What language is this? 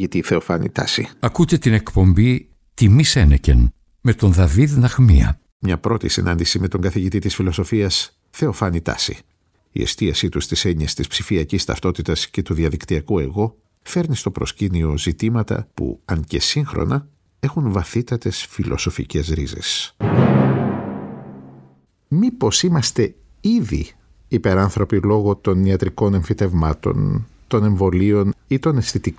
Greek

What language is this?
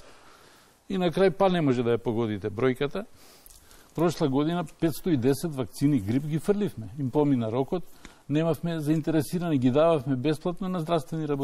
Macedonian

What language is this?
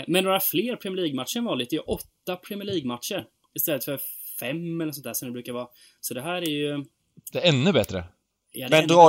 Swedish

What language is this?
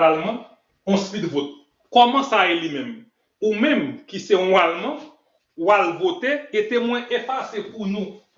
Haitian Creole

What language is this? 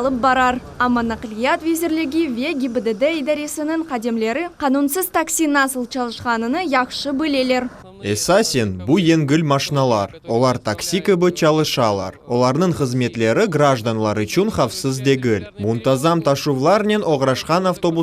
Crimean Tatar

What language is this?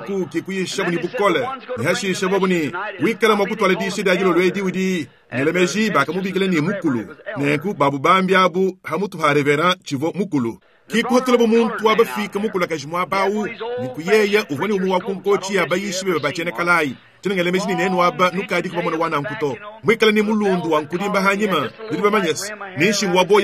Luba-Lulua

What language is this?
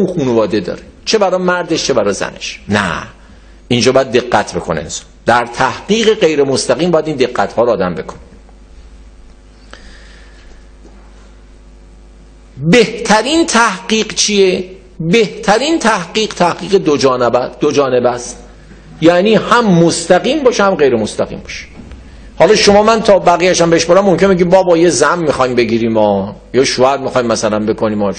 Persian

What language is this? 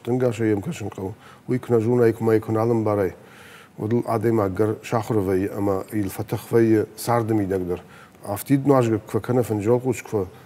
Ossetic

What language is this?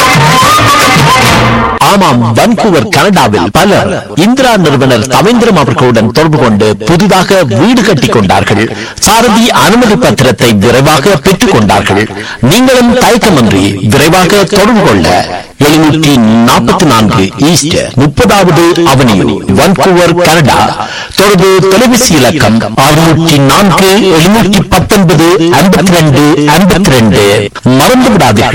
Tamil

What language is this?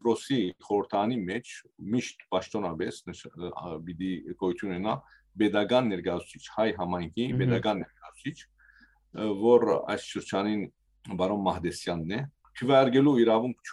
Western Armenian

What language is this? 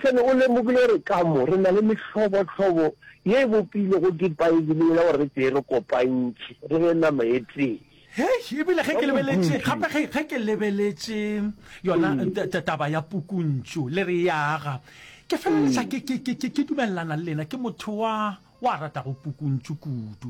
Northern Sotho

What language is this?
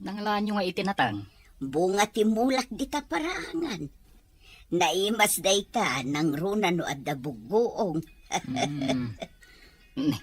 Iloko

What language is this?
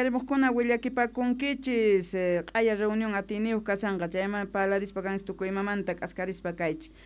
Quechua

